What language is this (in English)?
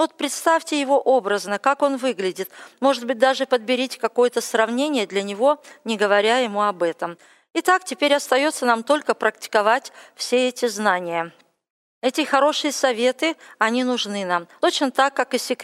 Russian